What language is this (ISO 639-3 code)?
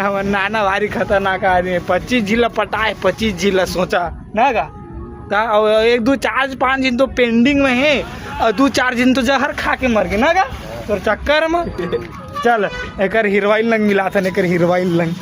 hne